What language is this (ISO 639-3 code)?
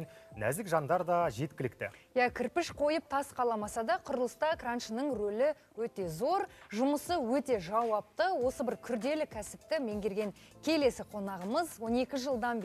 kaz